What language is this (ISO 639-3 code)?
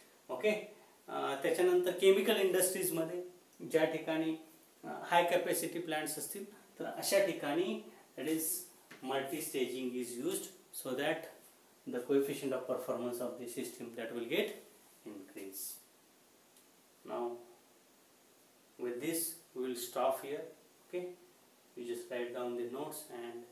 mar